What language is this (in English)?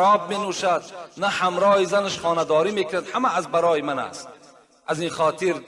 Tajik